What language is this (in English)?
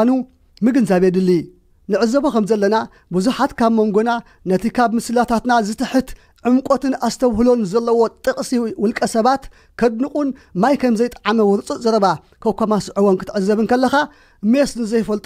Tigrinya